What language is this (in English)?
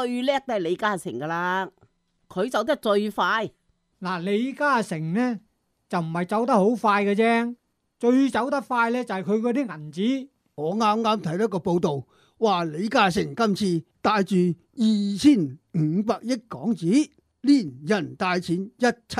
Cantonese